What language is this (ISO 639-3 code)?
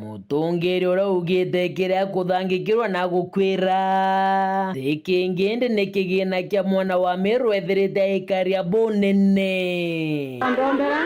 mer